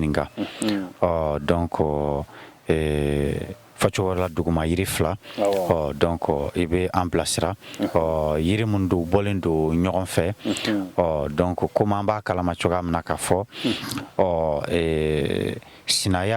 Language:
Bambara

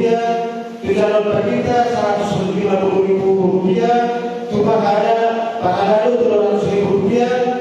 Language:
Batak Toba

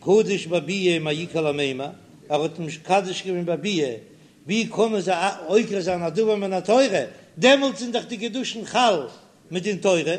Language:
Yiddish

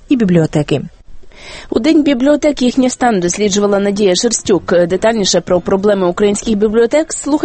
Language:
Ukrainian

